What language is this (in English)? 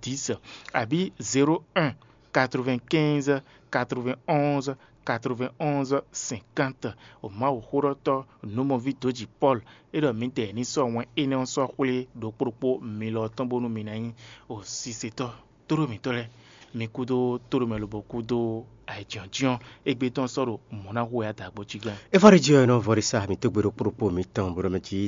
Fon